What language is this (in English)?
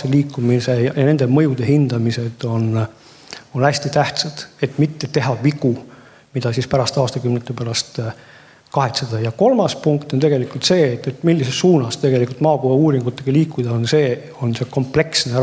Estonian